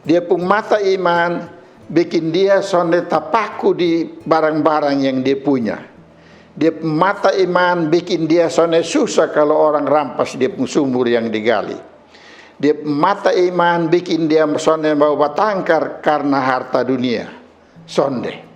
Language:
Kupang Malay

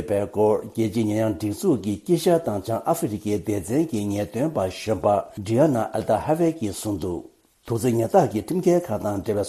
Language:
Tibetan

